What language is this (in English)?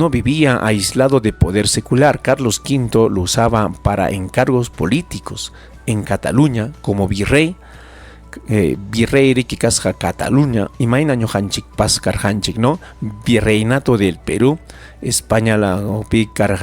Ayacucho Quechua